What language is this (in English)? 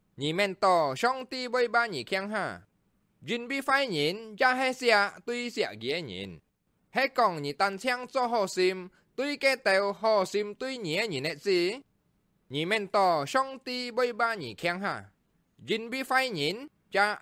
Hakka Chinese